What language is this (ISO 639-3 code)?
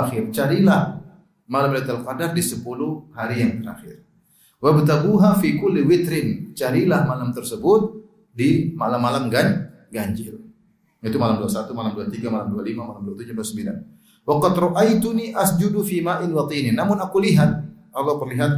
ind